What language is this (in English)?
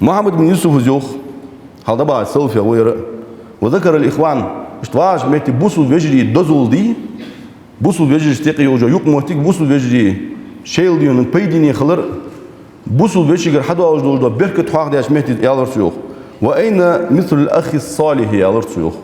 Ingush